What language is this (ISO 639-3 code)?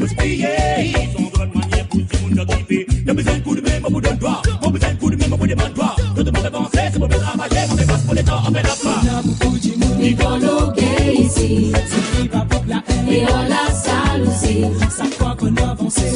mfe